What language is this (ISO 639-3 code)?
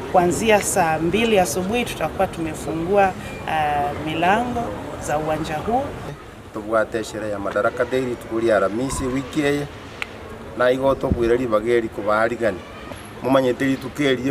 guz